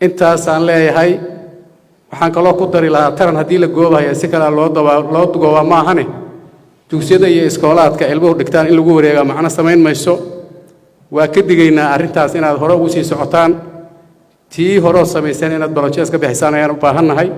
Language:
Somali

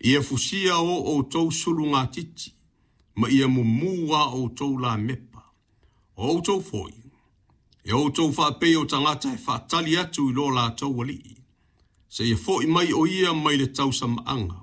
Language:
Samoan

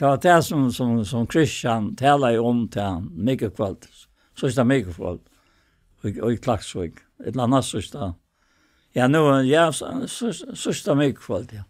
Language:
Faroese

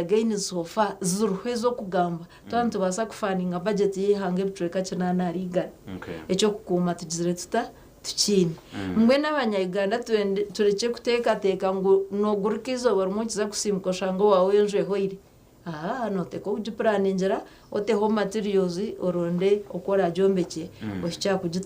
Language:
Nyankole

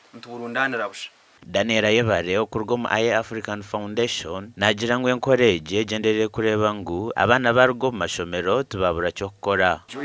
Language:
Nyankole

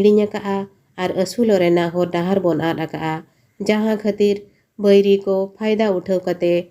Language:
Santali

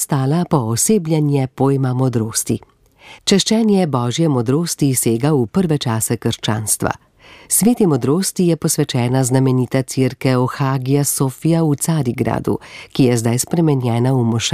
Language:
Slovenian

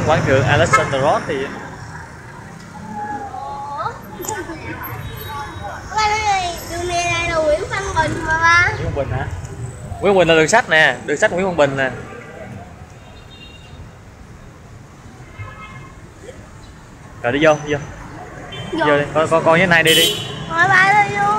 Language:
Vietnamese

